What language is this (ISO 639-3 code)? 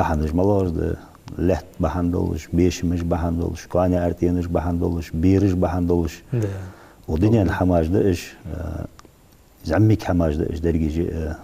inh